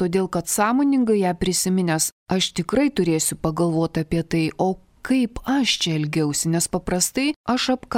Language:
Lithuanian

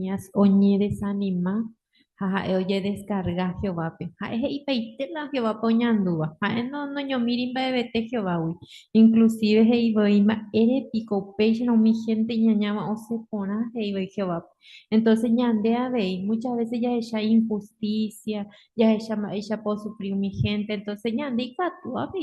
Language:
Guarani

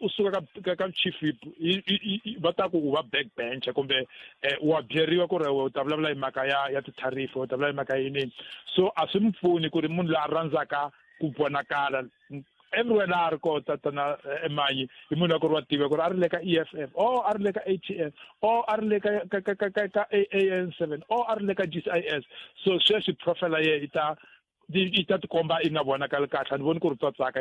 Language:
Tsonga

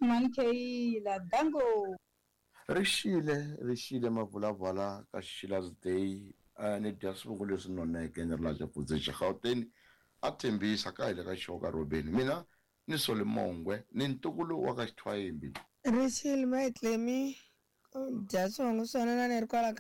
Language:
Tsonga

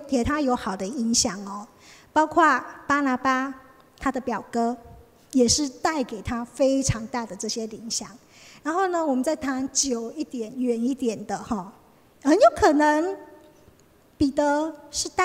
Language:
Chinese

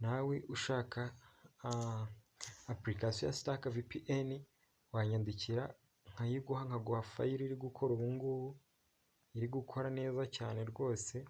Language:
Kinyarwanda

